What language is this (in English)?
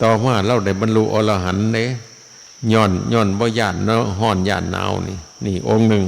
Northeastern Thai